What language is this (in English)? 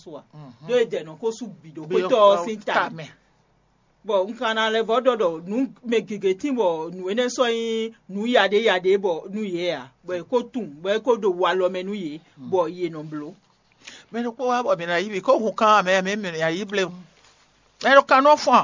Fon